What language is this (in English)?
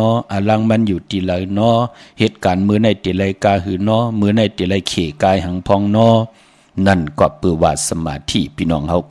Shan